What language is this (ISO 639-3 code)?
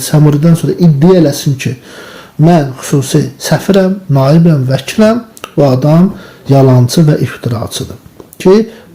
aze